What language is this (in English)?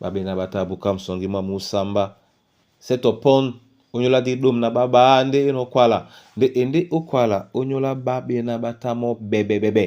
Duala